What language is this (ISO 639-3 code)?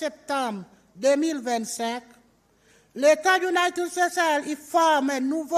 crs